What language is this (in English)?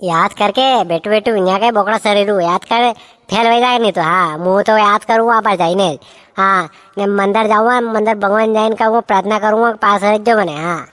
Rajasthani